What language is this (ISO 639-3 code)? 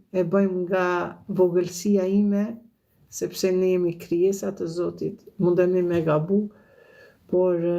sqi